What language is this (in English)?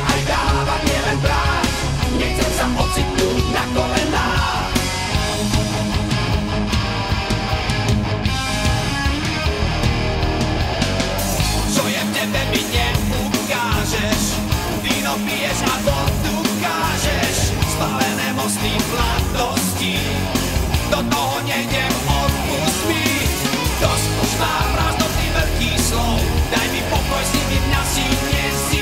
Slovak